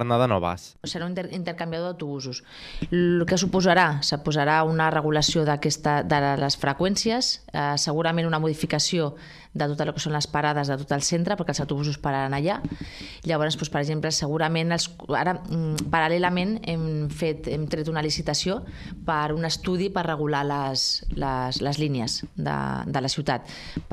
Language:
Catalan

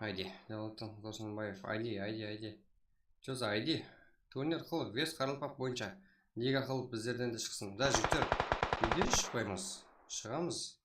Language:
Kara-Kalpak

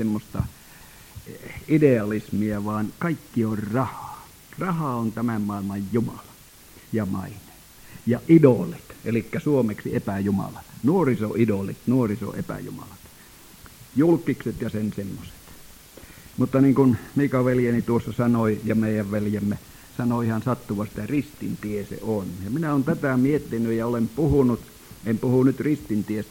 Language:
Finnish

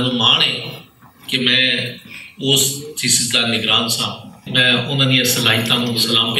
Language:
Western Panjabi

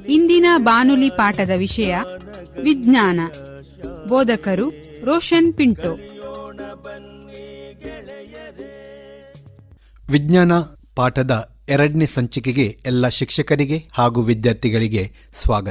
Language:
Kannada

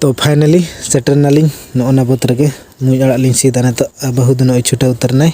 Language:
Santali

